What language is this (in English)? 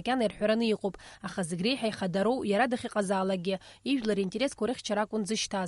Abkhazian